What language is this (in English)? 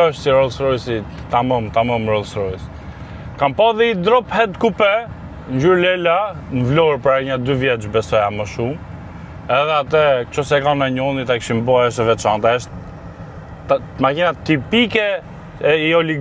Albanian